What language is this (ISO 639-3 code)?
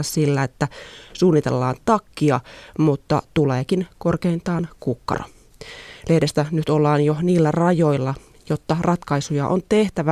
fin